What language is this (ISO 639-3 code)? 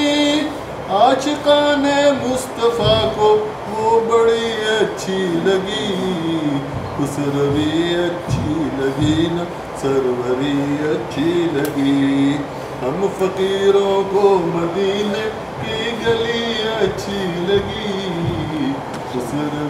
urd